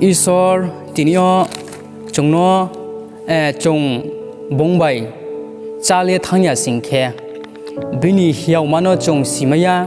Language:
Riang (India)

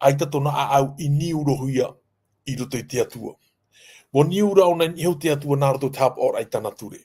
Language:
Tahitian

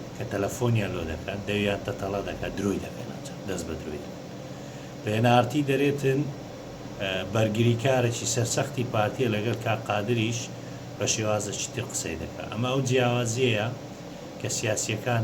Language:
Central Kurdish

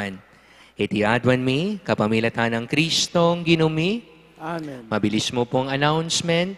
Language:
Pampanga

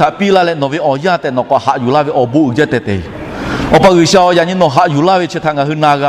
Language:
Lahu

